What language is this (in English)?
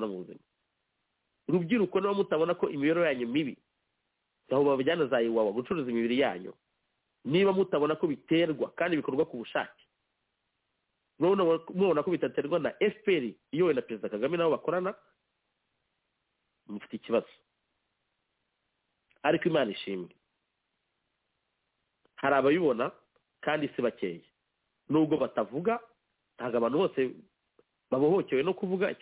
Kinyarwanda